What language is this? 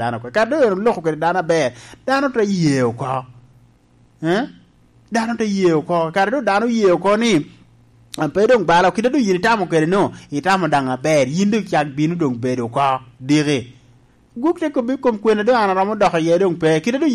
Lango (Uganda)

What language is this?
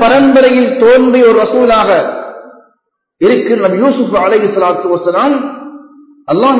Tamil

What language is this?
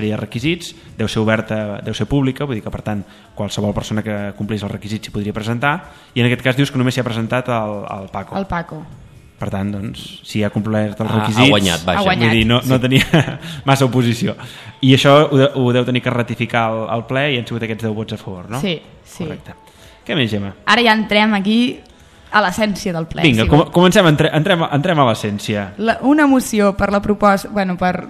Catalan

